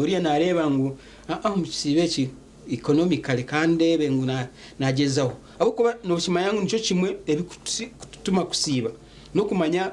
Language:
Nyankole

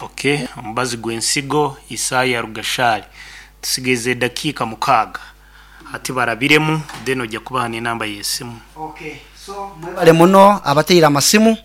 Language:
Nyoro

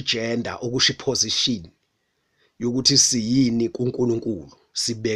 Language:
Zulu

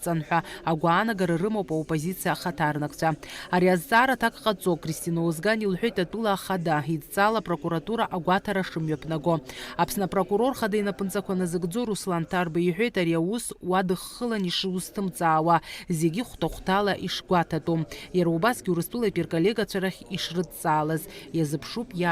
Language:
Abkhazian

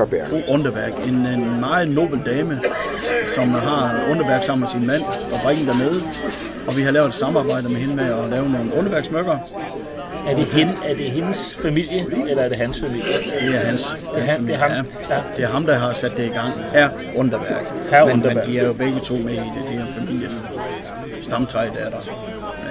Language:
Danish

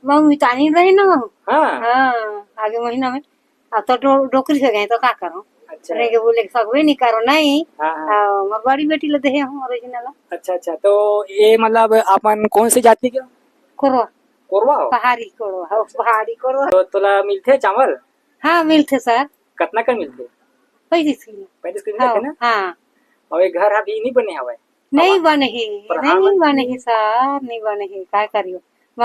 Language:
Chhattisgarhi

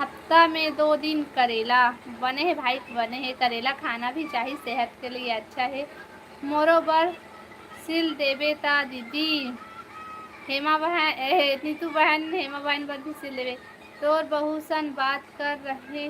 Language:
Chhattisgarhi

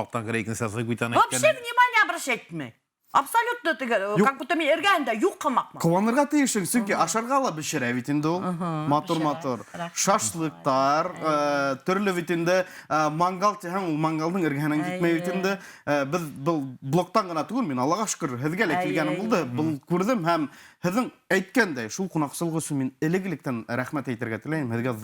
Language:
Bashkir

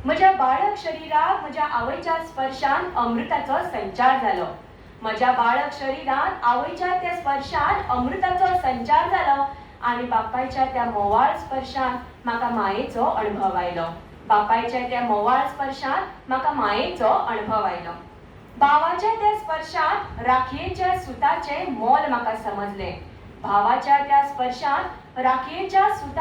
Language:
Konkani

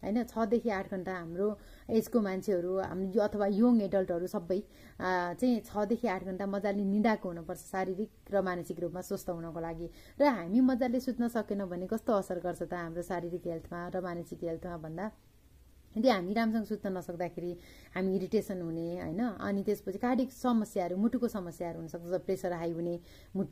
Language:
Nepali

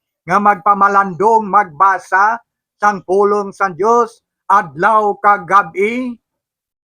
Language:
Hiligaynon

